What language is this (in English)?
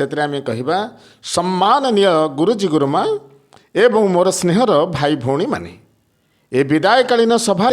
Odia